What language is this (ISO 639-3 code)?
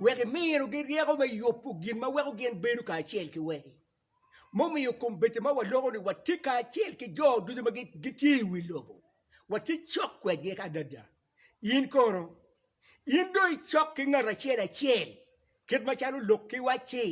ach